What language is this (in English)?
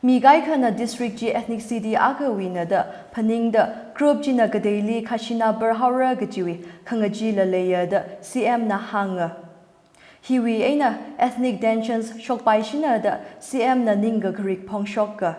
Tangkhul Naga (India)